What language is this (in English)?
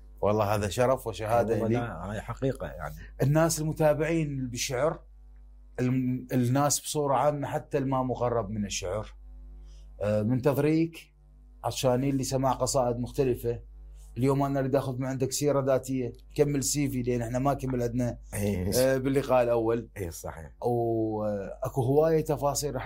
Mesopotamian Arabic